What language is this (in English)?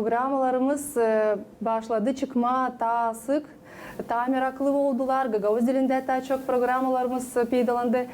Gagauz